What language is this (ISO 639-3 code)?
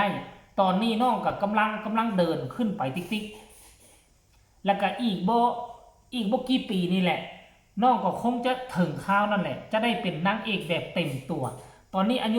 tts